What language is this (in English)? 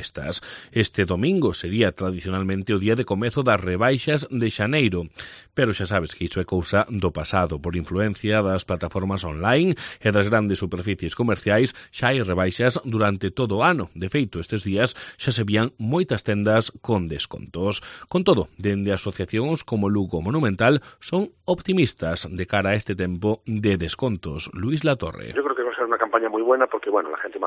Galician